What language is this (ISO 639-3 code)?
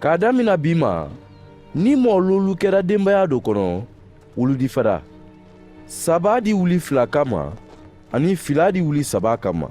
man